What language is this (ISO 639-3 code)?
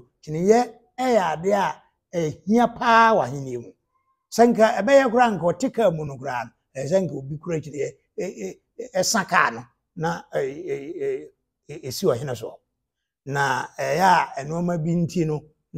aka